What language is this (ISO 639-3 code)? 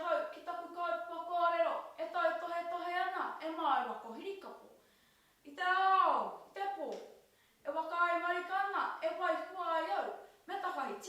mri